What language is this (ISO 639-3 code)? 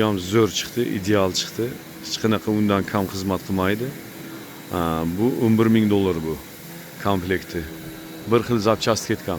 uzb